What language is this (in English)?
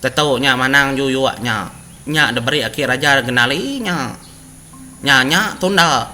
Iban